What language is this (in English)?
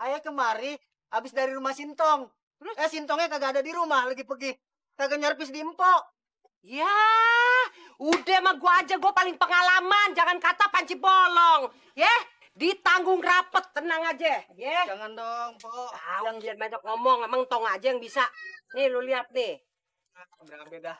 Betawi